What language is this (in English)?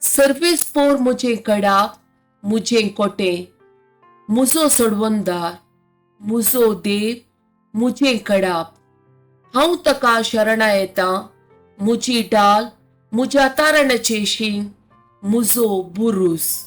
Konkani